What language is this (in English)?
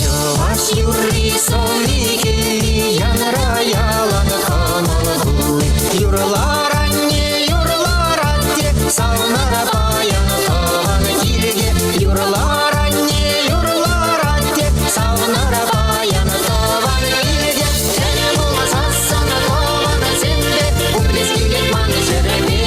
Chuvash